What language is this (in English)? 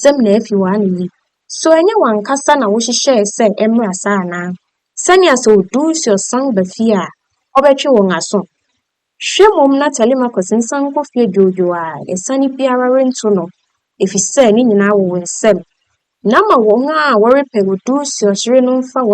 Akan